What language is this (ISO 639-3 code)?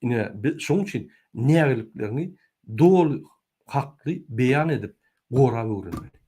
tuk